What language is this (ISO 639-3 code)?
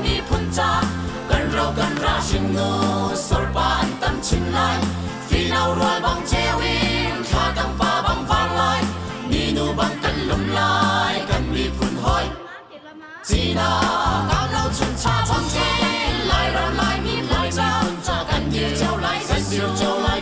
cnh